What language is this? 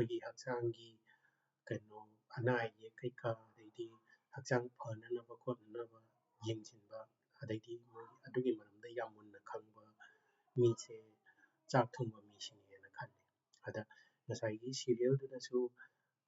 Manipuri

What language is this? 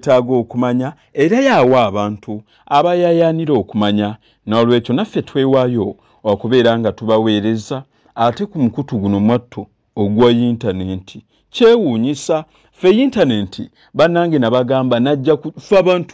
Ganda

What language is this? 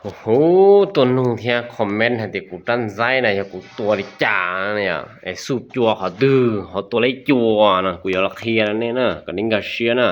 Hmong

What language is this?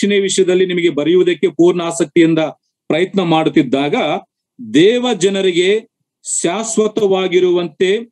Kannada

